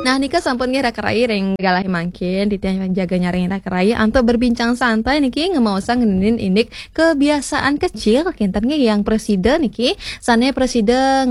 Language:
Balinese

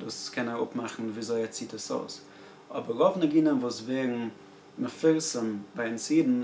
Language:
Yiddish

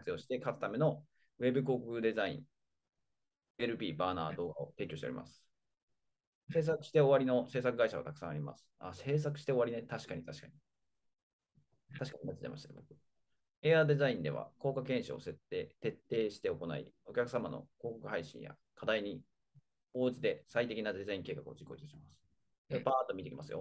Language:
Japanese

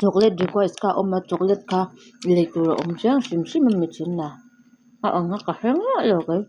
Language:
Mizo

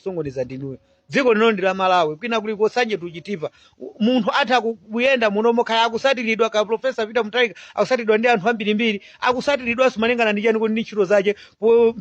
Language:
Nyanja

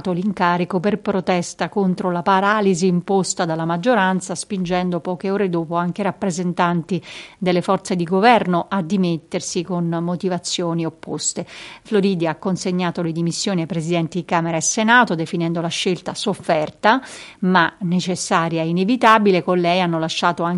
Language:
Italian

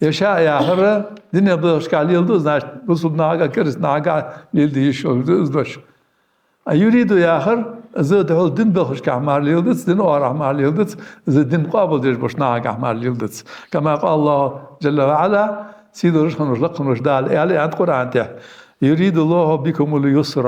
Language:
Ingush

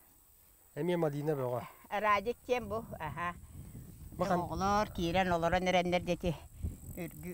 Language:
Yakut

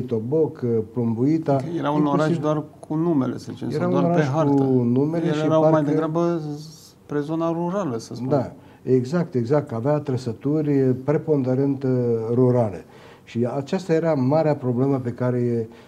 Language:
Romanian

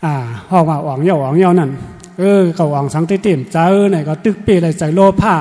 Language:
Shan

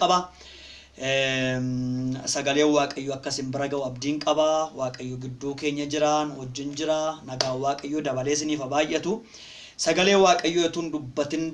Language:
Oromo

